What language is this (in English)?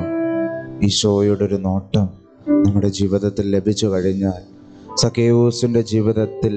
Malayalam